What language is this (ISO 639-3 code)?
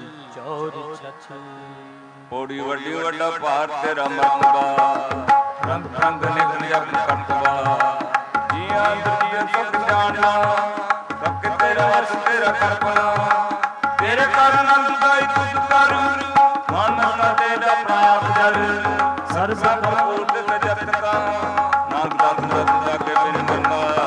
pan